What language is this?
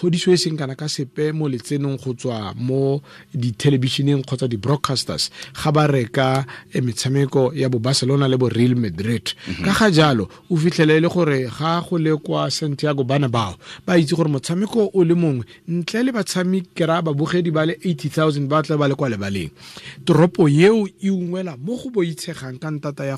Tswana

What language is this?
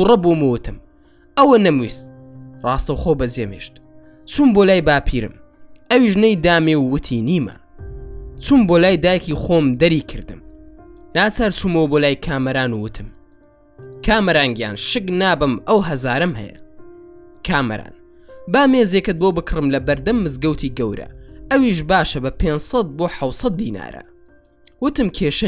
Central Kurdish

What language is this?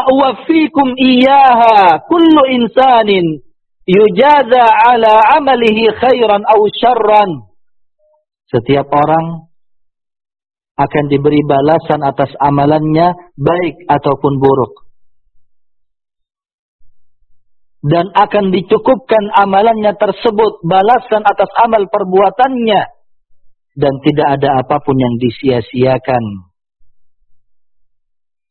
Indonesian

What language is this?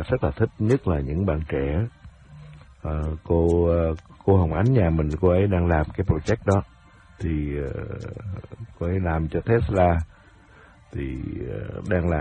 Vietnamese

